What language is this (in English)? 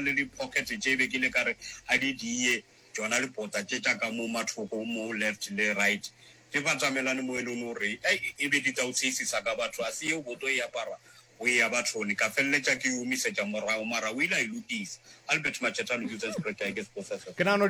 Northern Sotho